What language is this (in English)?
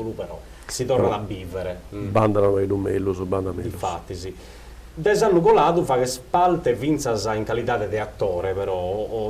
Sardinian